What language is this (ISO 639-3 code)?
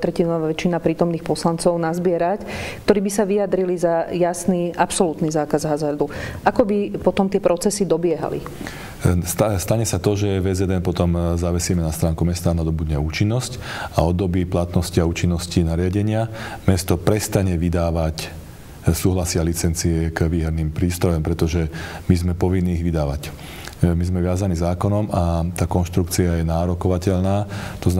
slk